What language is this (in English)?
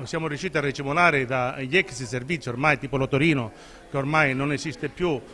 Italian